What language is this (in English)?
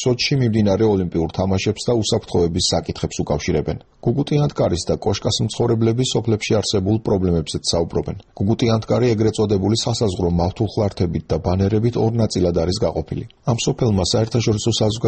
Georgian